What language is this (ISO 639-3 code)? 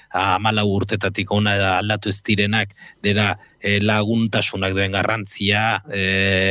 eus